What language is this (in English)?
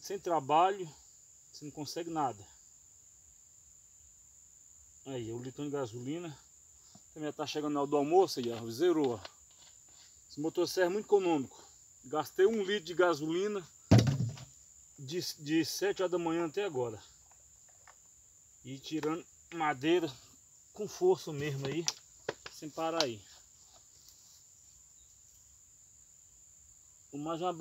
Portuguese